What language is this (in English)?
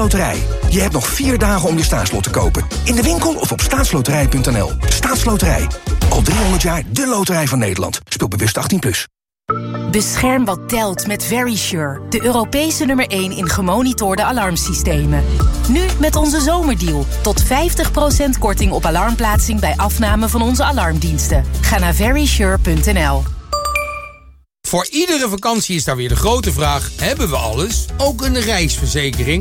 Dutch